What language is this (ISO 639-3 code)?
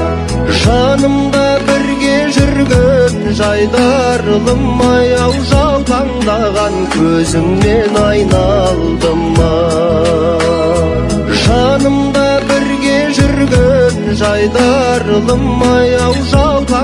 kaz